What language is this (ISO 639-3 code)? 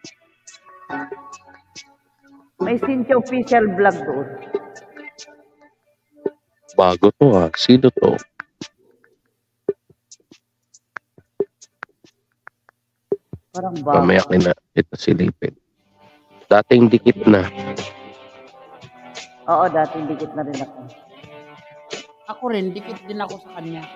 fil